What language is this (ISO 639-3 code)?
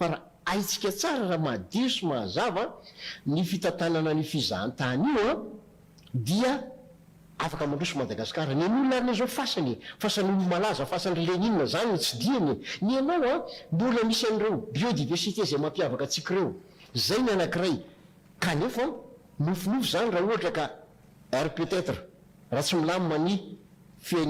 mlg